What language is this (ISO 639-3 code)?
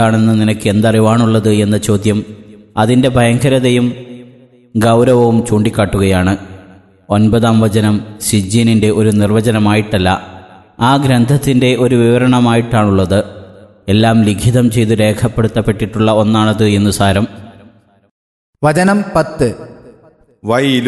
mal